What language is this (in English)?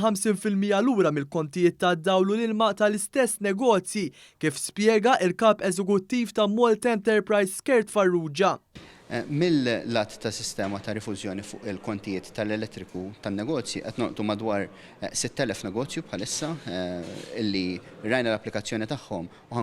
Maltese